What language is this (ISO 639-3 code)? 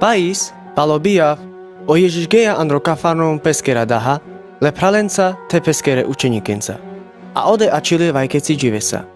rmc